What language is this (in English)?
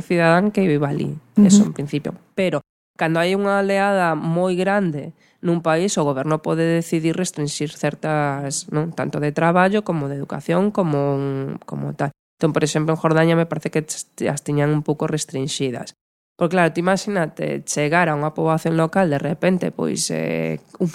Galician